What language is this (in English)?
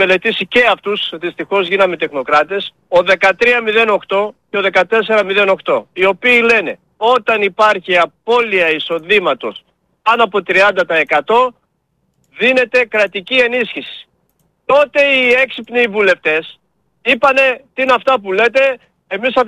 Greek